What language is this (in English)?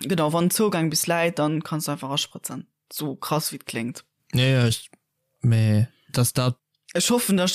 Luxembourgish